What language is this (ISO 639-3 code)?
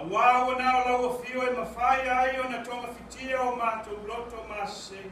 smo